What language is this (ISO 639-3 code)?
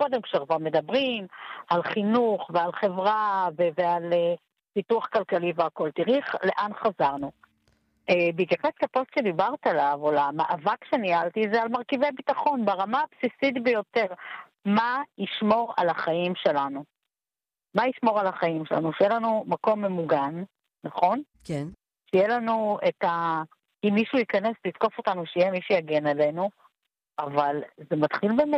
heb